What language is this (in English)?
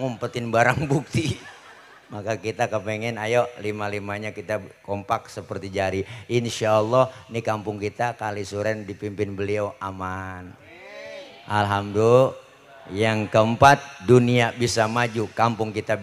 Betawi